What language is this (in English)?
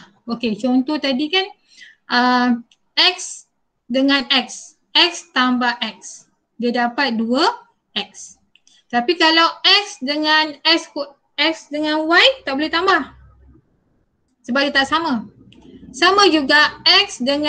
Malay